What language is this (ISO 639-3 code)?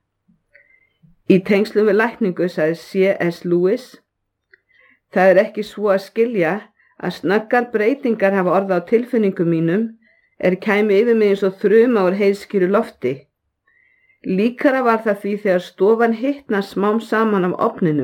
isl